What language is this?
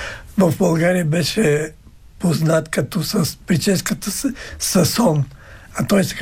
Bulgarian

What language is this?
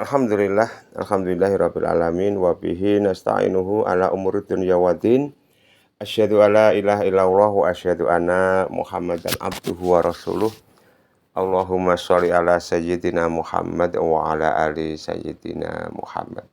Javanese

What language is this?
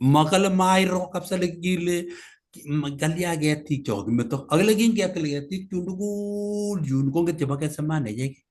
Kalenjin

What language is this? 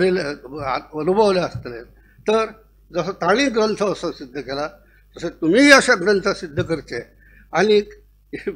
Konkani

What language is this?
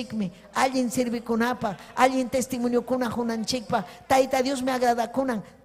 Ayacucho Quechua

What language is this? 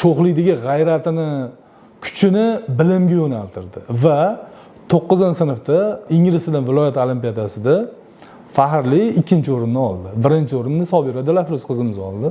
Uzbek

